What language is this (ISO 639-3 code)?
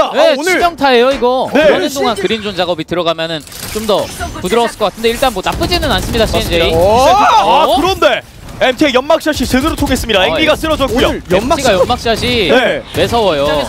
kor